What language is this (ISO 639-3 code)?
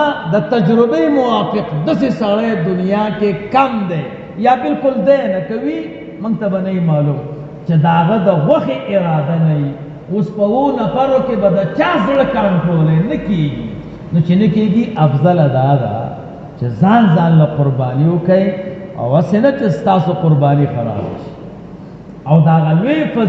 pus